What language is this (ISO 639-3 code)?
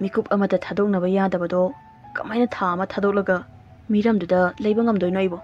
mni